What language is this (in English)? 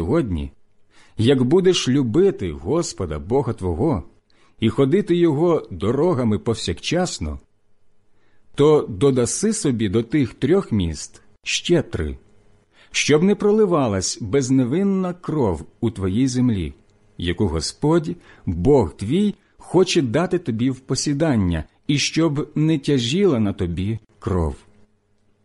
Ukrainian